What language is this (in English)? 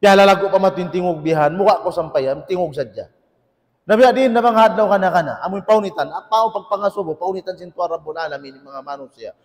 Tausug